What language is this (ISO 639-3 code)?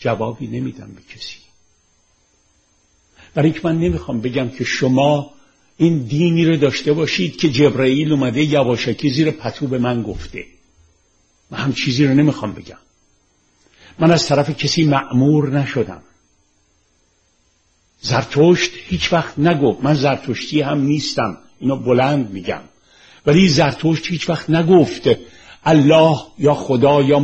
fas